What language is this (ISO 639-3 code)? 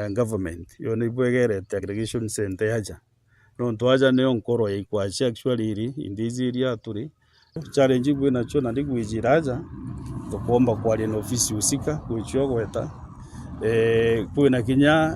mer